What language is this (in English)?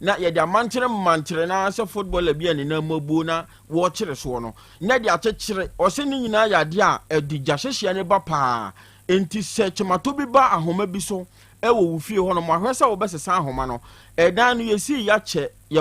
Akan